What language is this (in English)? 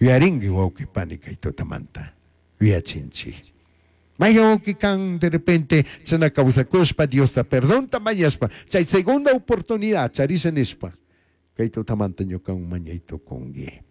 Chimborazo Highland Quichua